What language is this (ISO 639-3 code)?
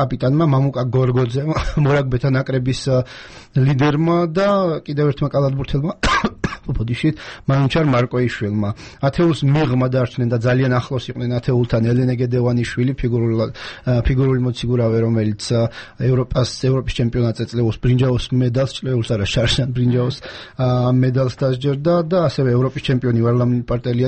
kat